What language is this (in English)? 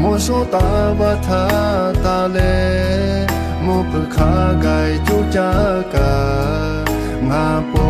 Lahu